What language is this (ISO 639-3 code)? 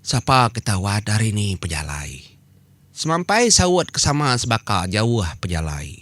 iba